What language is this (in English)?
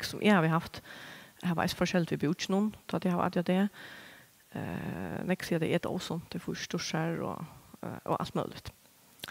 Faroese